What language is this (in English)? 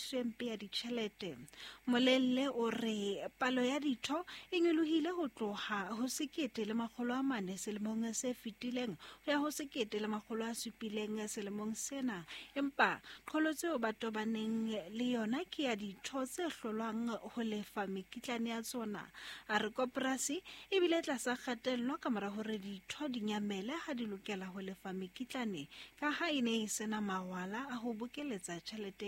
Southern Sotho